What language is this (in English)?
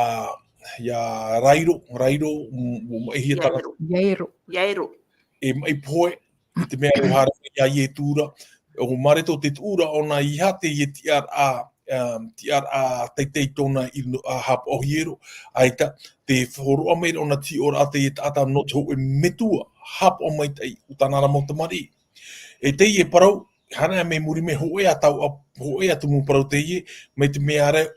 Tahitian